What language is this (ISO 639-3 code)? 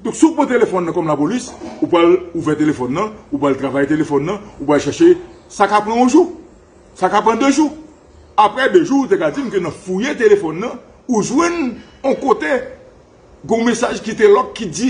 hat